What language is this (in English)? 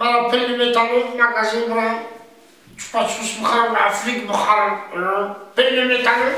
Tajik